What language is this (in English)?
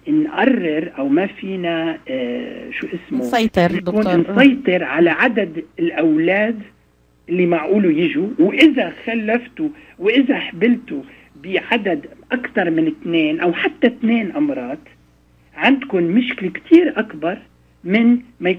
North Levantine Arabic